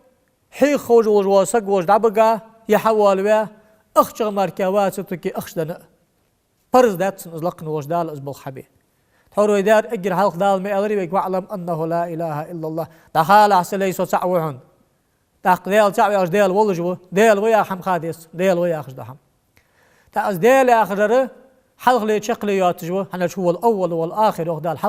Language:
Ingush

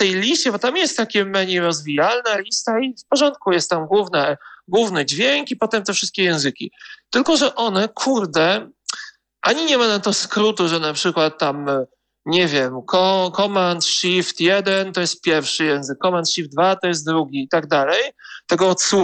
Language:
Polish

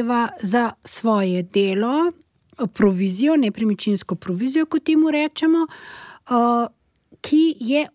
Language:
Slovenian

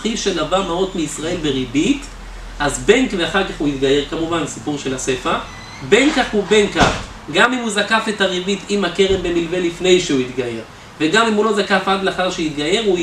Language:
Hebrew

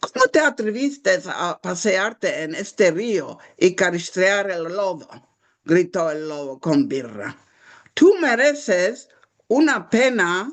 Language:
Ladino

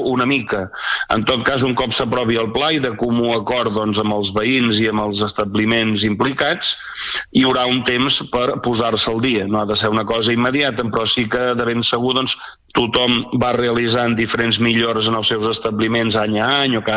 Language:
Catalan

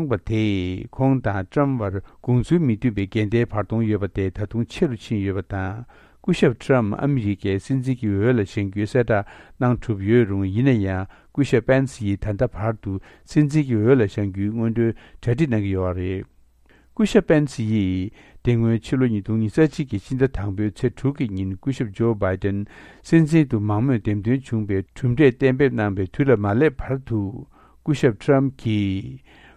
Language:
Tibetan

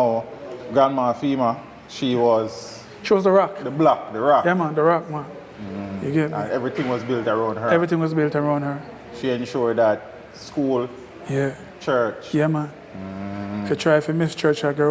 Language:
Jamaican Creole English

